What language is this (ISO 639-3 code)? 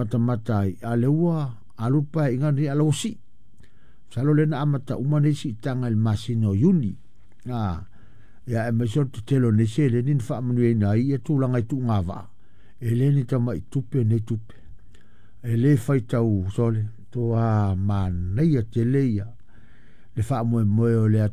smo